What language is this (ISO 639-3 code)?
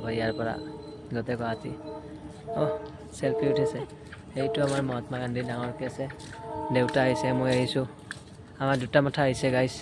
asm